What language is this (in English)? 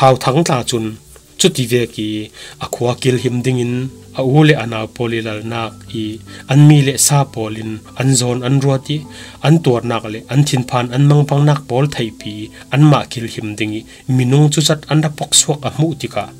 Falam Chin